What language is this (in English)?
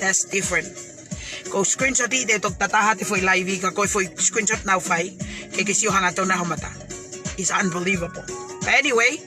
Tongan